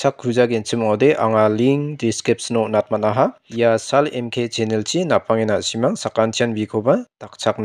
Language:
Garo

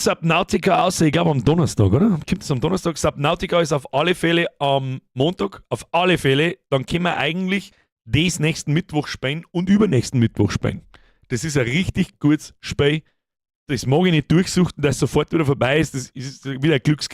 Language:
Bavarian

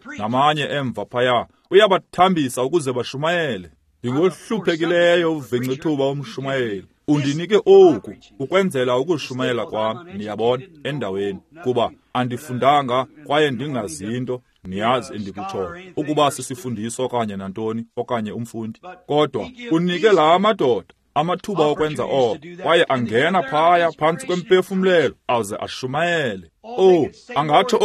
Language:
Xhosa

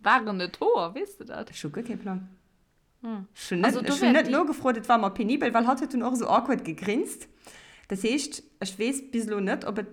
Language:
Luxembourgish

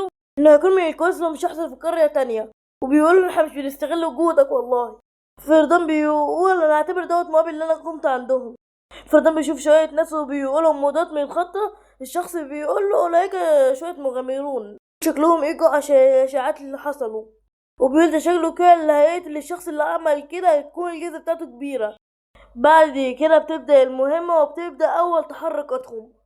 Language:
Egyptian Arabic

